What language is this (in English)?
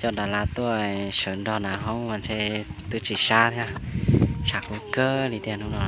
Hmong